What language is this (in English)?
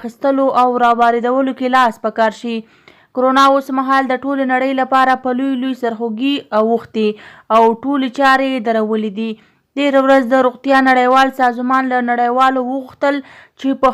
Pashto